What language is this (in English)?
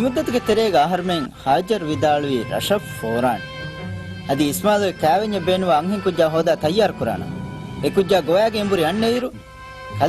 Divehi